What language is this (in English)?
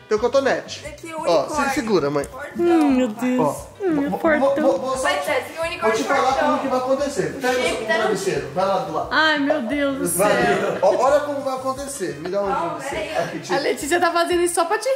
Portuguese